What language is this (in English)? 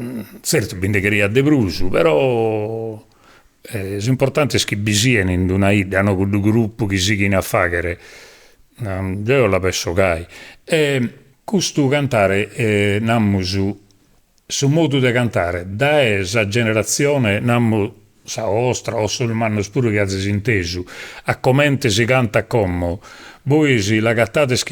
Sardinian